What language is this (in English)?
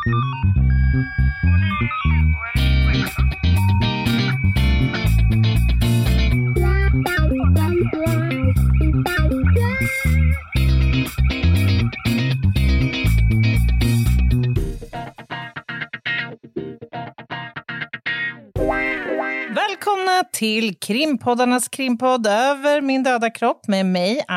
Swedish